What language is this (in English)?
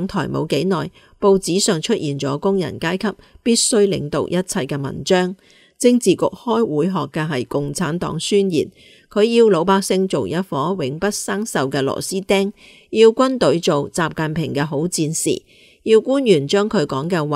Cantonese